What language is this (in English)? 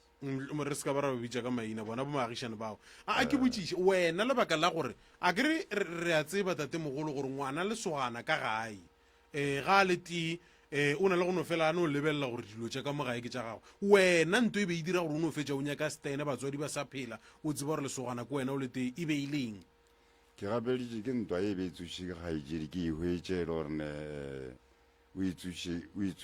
Northern Sotho